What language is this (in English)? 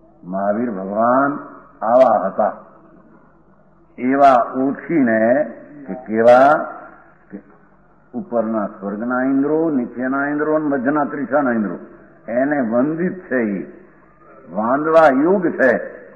Gujarati